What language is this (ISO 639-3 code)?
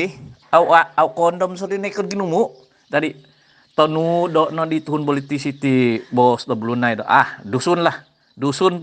dtp